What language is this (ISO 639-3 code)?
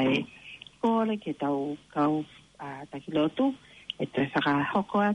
ton